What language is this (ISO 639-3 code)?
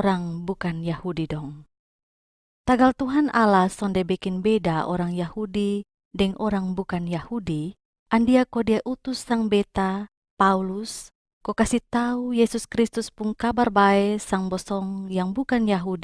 mkn